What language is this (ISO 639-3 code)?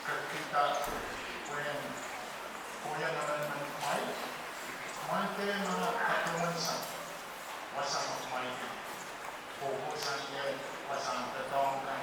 pon